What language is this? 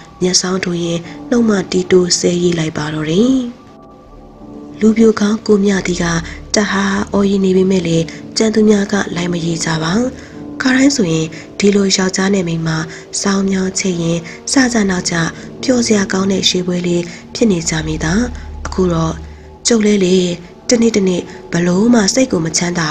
Burmese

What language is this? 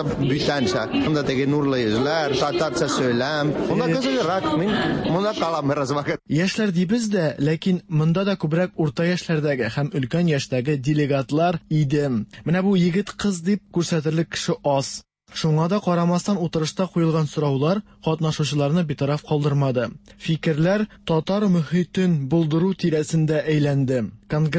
Tatar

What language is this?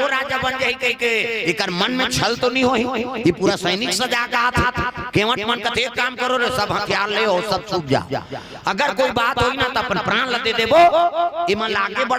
Chhattisgarhi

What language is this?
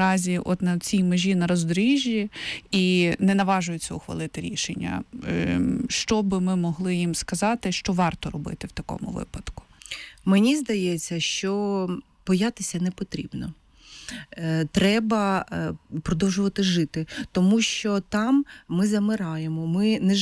Ukrainian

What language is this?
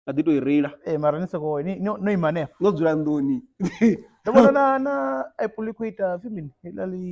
Venda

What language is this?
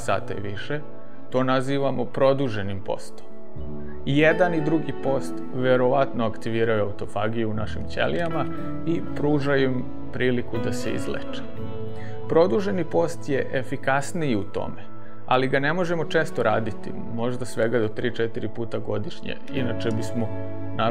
Serbian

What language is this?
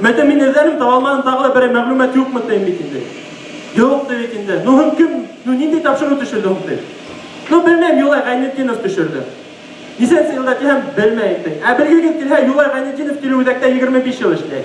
Bashkir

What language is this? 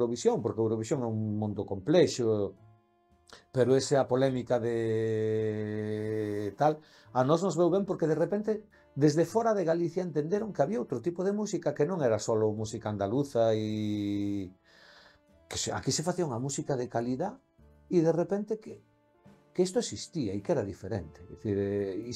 Galician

